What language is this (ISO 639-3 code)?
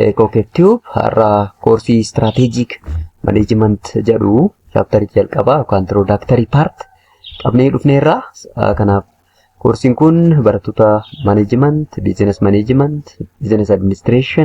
orm